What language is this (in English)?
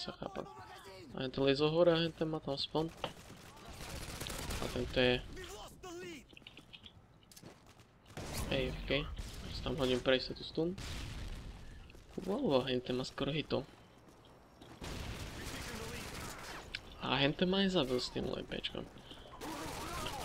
Slovak